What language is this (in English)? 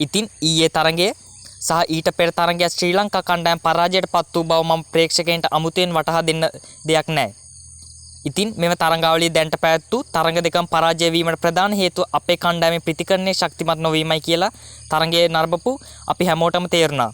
Sinhala